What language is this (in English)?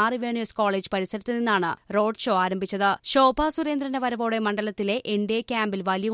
Malayalam